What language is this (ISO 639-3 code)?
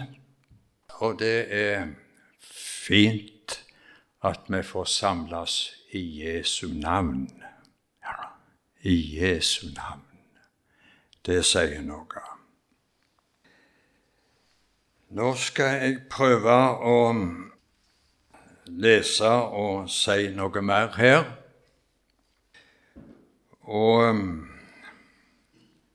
nor